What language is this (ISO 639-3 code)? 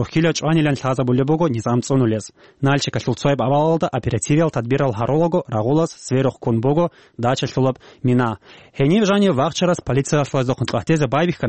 ava